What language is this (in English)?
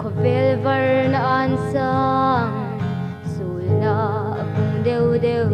Hmar